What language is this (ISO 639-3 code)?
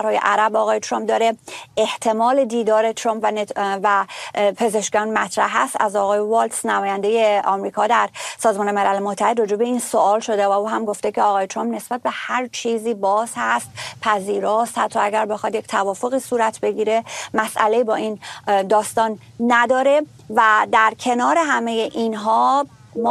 fas